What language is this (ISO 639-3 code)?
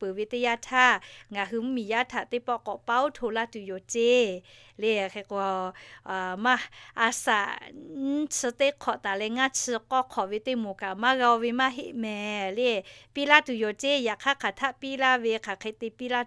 lhu